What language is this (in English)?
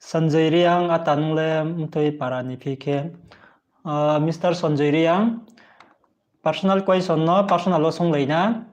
Riang (India)